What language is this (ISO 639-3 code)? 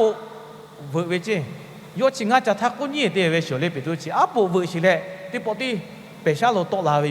lhu